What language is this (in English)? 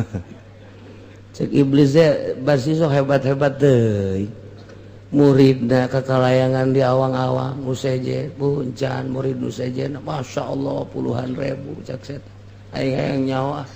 Sundanese